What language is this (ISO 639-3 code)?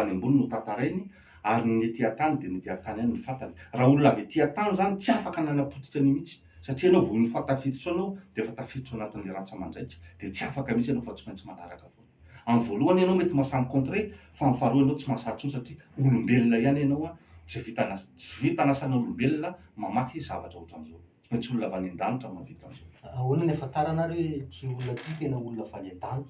mlg